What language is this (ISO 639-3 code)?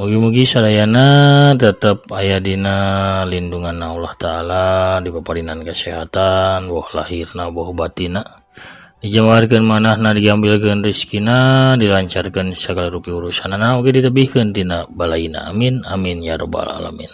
sun